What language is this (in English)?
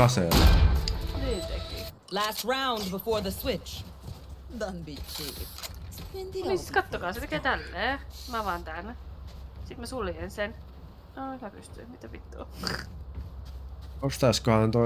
Finnish